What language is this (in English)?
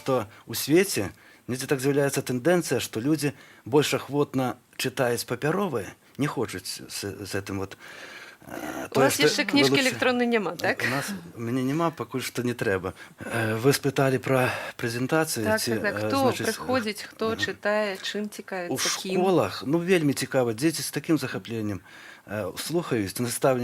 Belarusian